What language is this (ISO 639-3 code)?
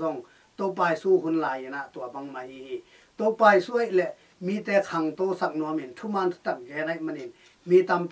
ctd